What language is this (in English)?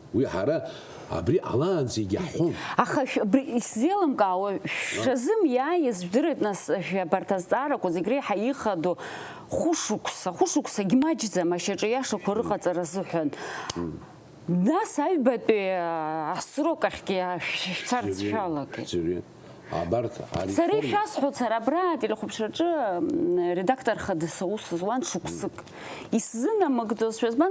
Abkhazian